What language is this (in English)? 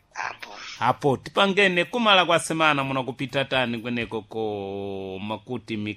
Sena